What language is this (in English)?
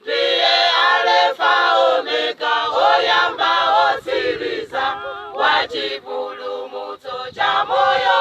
Nyanja